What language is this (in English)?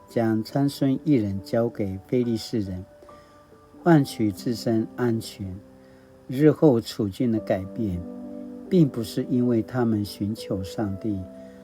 Paiwan